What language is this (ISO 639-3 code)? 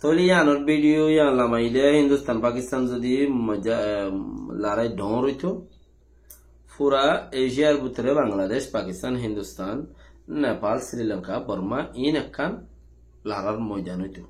rhg